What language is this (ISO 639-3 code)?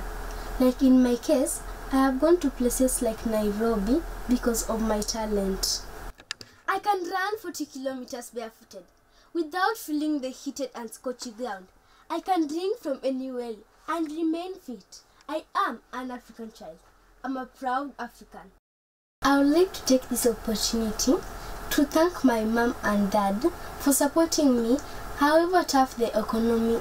eng